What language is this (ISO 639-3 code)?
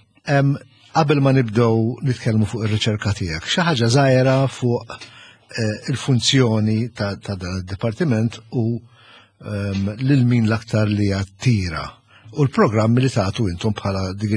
mlt